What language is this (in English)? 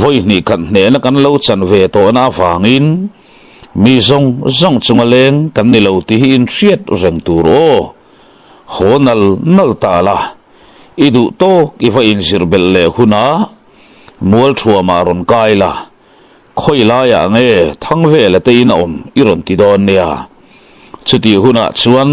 Mizo